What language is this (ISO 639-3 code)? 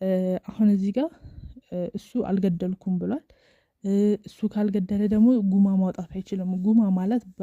amh